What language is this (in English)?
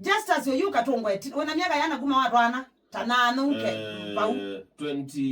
Kamba